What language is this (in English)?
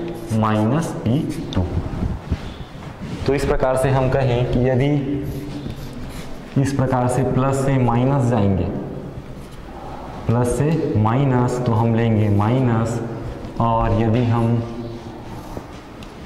Hindi